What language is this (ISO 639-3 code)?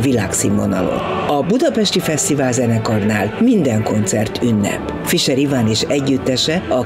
hun